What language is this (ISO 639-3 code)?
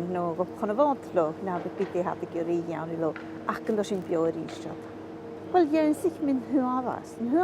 gla